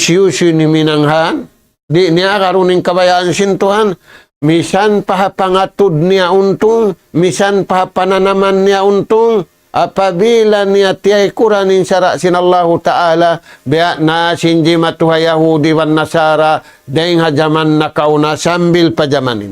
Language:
Tausug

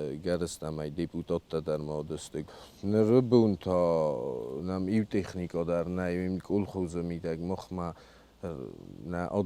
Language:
Ossetic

